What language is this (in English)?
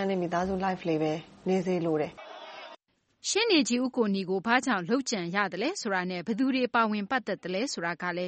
Burmese